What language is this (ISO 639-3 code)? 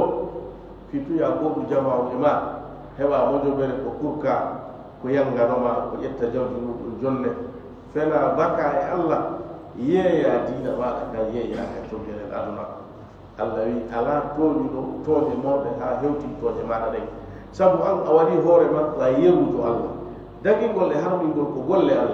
ful